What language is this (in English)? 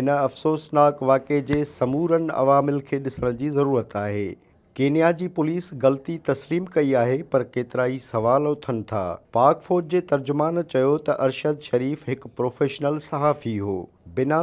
Sindhi